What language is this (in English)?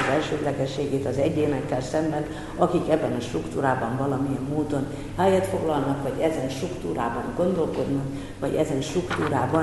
Hungarian